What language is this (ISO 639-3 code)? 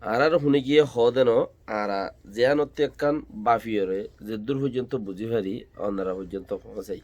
rhg